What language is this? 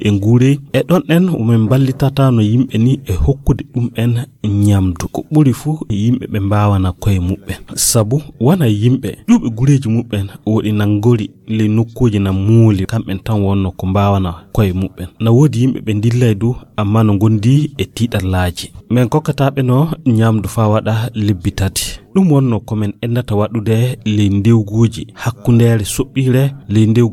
Nigerian Fulfulde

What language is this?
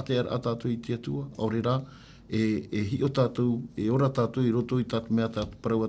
Tahitian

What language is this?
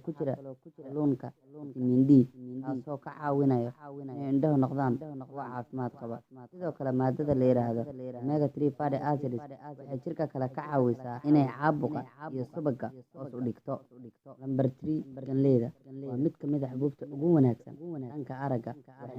Somali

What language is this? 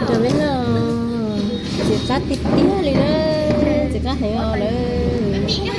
Hmong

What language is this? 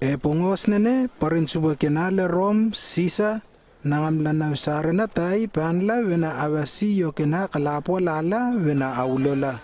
Lewo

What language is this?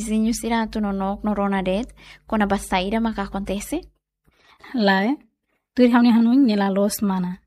Tetum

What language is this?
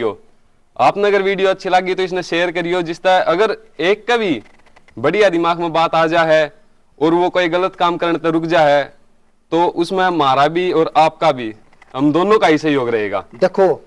Haryanvi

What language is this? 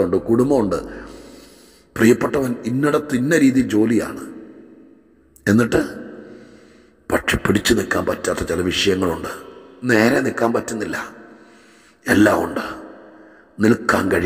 Malayalam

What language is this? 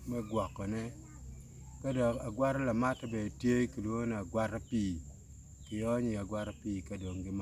Acoli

